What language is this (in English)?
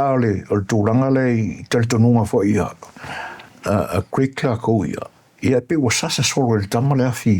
Samoan